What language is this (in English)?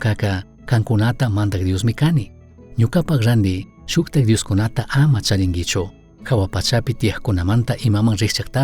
Chimborazo Highland Quichua